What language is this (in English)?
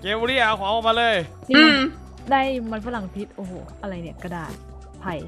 Thai